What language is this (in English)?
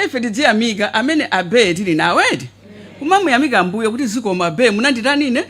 Nyanja